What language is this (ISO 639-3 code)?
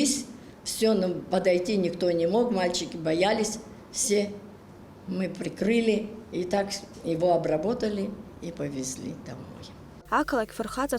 abk